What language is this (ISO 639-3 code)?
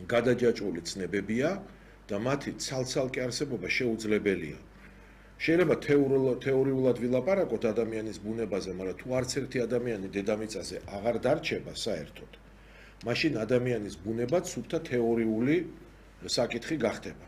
kat